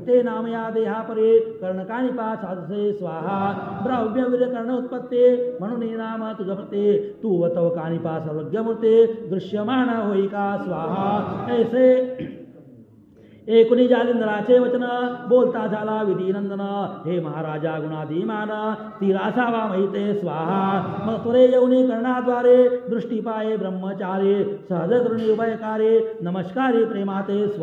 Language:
Marathi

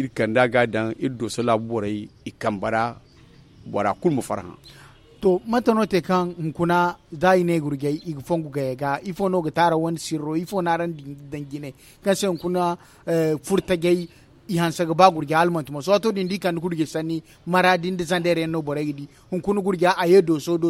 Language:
Zarma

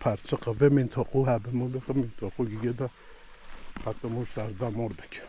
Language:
Kurdish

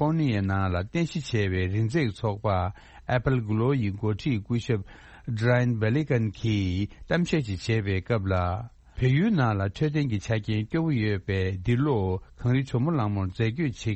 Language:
Tibetan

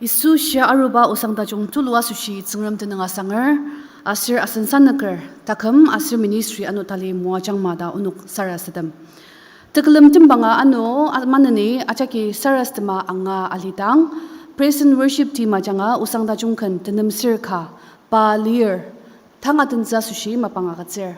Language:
Ao Naga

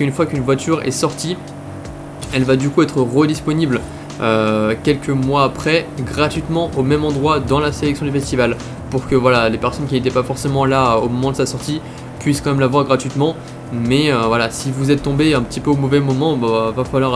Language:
French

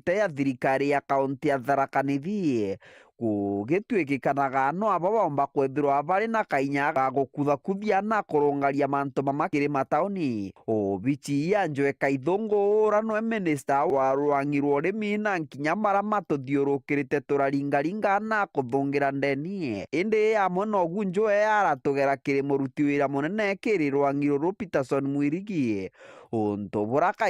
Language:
Meru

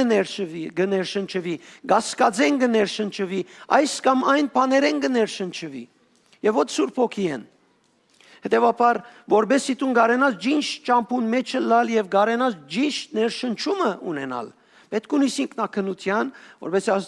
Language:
Western Armenian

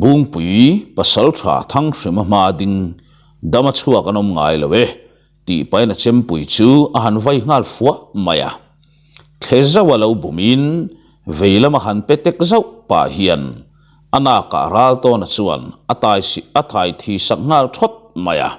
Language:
Mizo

